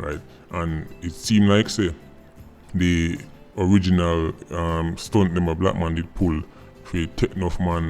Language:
Jamaican Creole English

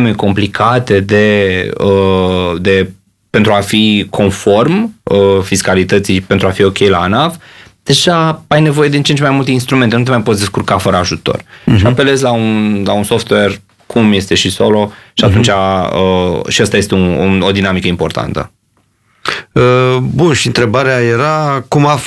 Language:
Romanian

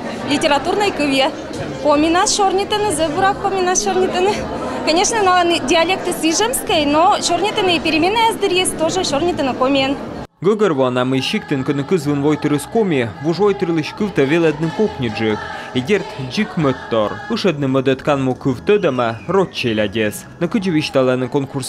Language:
Komi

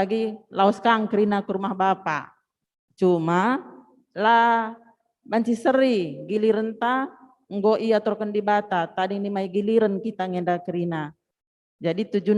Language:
Batak Karo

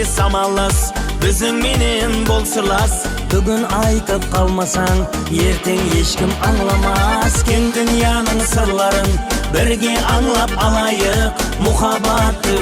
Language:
Kara-Kalpak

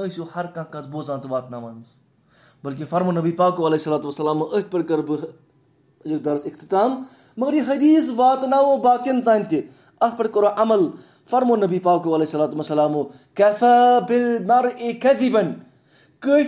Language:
Kashmiri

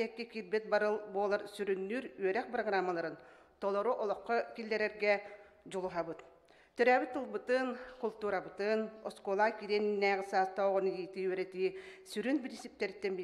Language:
Yakut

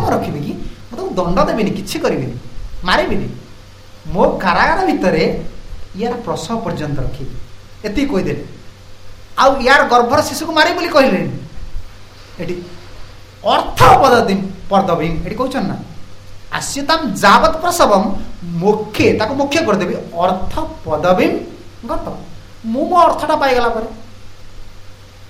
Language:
Odia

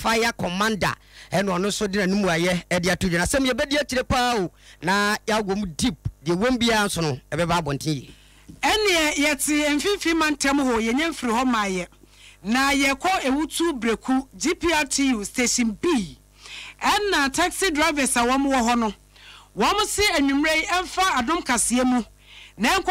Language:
Akan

